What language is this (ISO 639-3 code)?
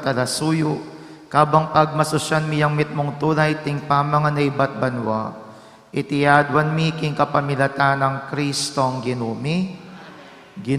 pam